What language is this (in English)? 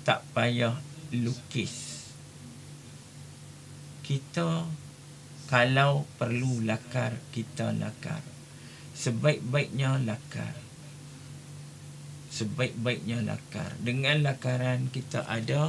Malay